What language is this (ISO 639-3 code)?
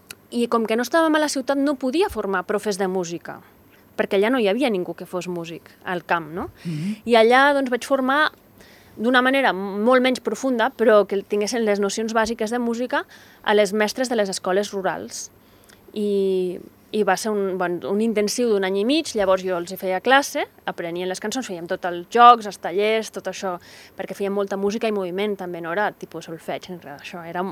cat